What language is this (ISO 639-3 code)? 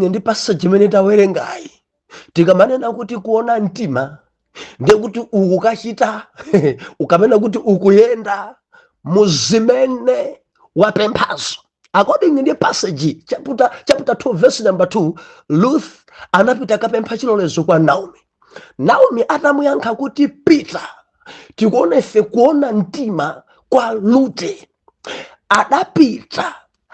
nya